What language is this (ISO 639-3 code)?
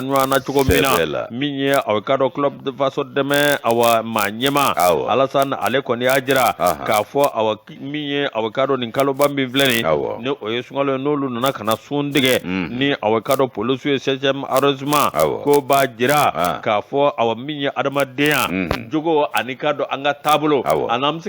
bam